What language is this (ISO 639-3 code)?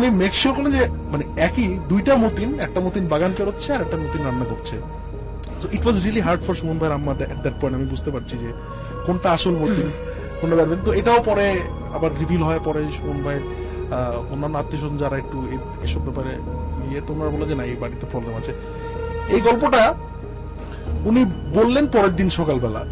ben